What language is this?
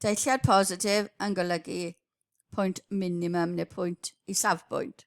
Welsh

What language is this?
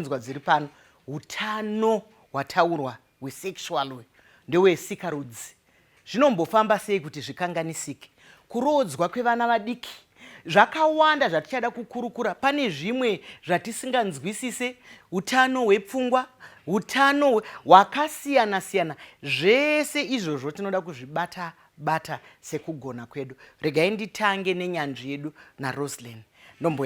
Shona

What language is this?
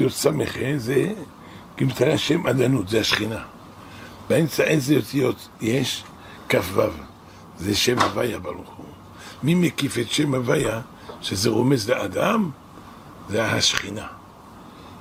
Hebrew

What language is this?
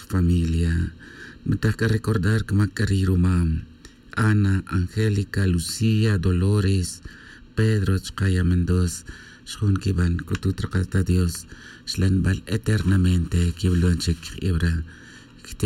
Tz'utujil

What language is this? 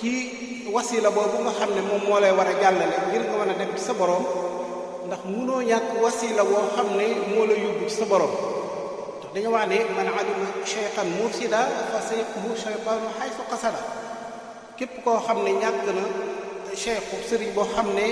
Wolof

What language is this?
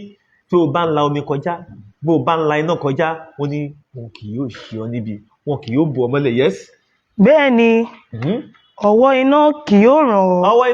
Yoruba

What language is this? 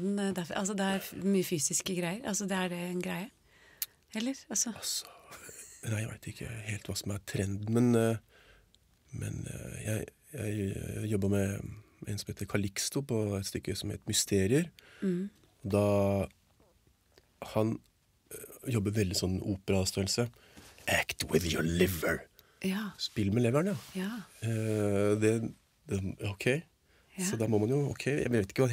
Norwegian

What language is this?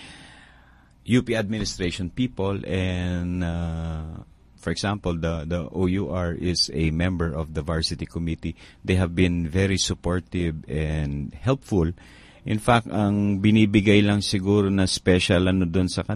Filipino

